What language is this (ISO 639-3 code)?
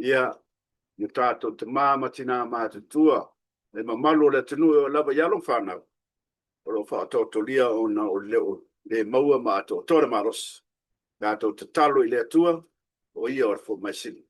smo